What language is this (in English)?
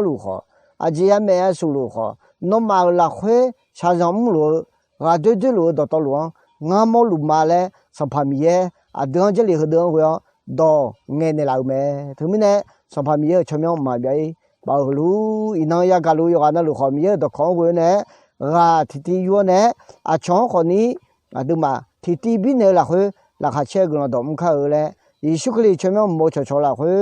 Akha